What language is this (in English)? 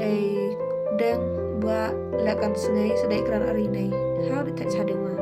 Khasi